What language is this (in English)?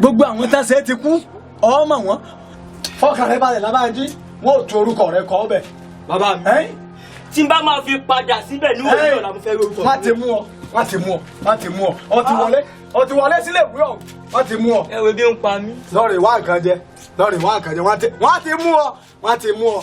Yoruba